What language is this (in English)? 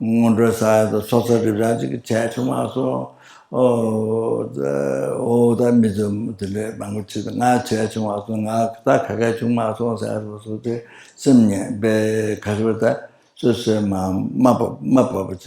Tibetan